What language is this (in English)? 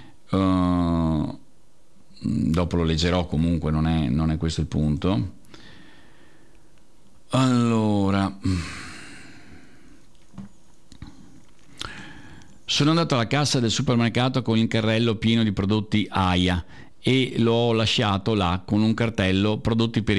Italian